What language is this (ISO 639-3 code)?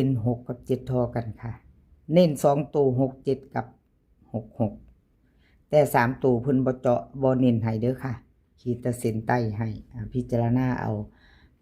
tts